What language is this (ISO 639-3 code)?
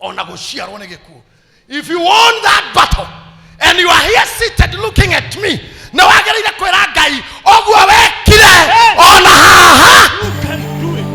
kik